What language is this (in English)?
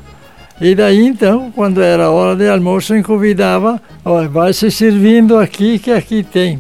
Portuguese